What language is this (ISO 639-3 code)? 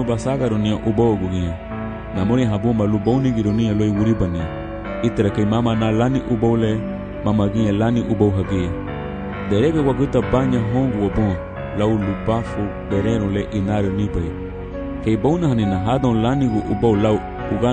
cab